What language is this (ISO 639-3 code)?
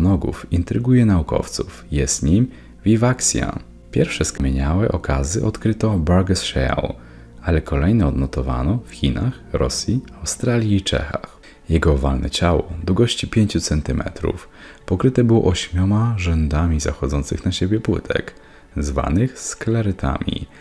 pol